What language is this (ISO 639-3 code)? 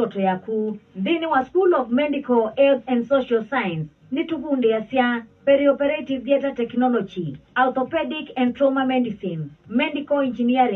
kam